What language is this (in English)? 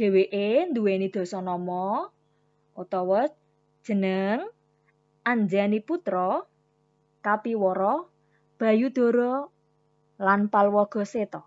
Javanese